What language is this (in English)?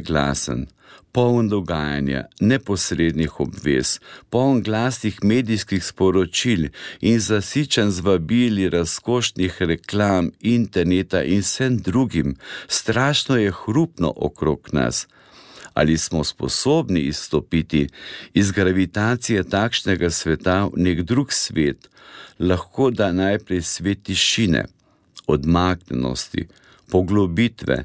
Slovenian